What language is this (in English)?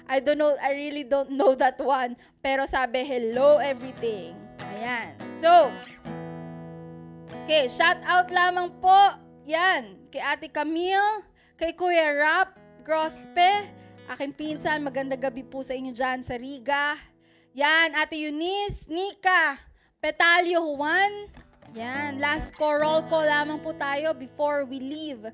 Filipino